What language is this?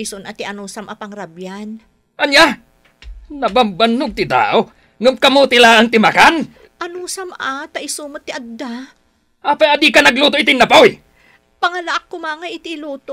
Iloko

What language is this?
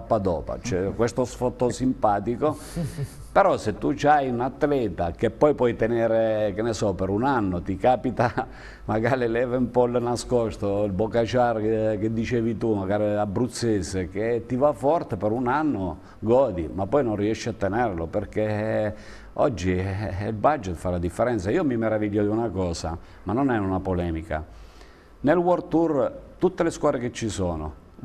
Italian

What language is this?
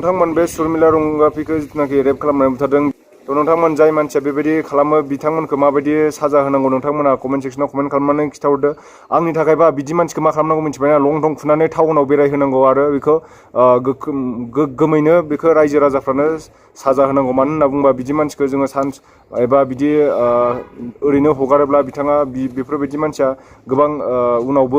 Bodo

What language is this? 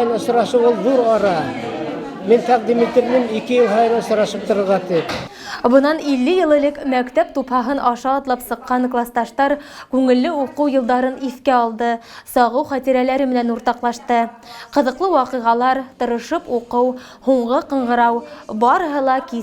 Bashkir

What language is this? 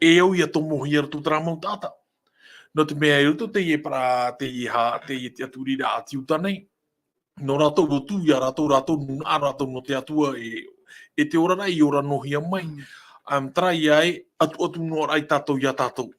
Tahitian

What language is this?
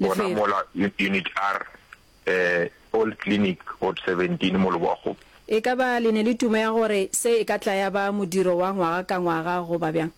Northern Sotho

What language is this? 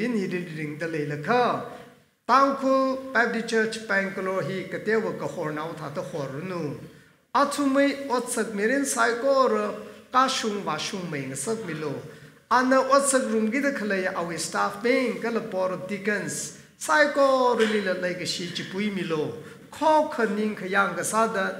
Tangkhul Naga (India)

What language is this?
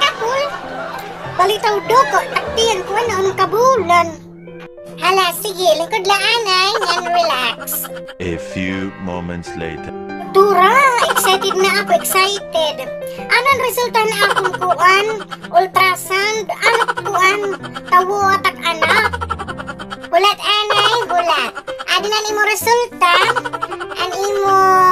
Waray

